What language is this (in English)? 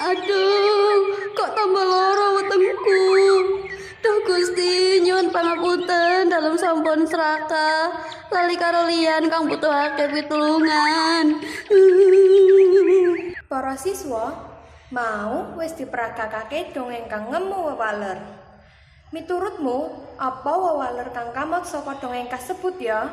Javanese